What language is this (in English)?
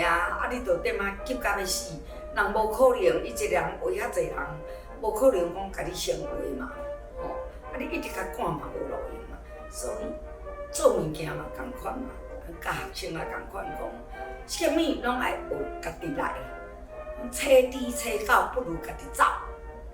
Min Nan Chinese